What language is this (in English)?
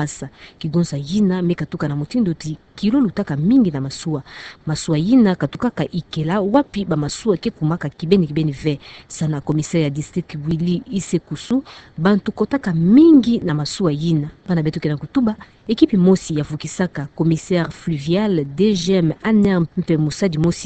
Kituba (Democratic Republic of Congo)